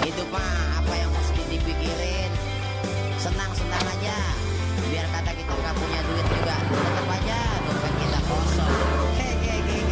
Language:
Betawi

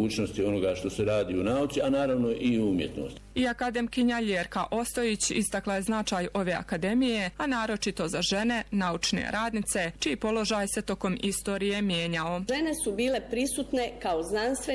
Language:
Bosnian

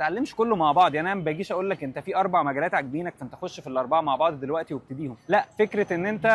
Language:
Egyptian Arabic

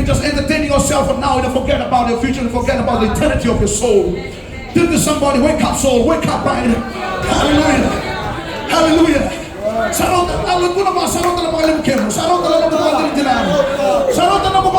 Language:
Fijian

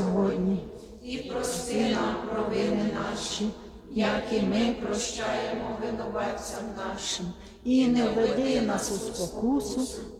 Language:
Ukrainian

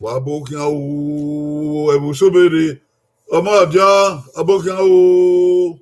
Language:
Bini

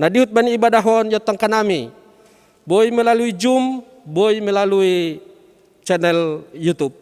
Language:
Batak Simalungun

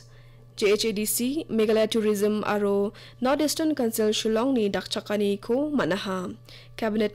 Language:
Garo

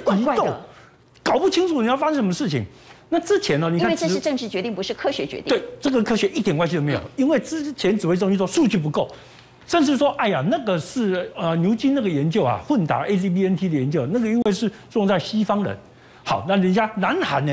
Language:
Chinese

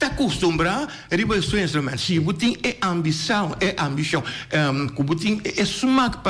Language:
Papiamento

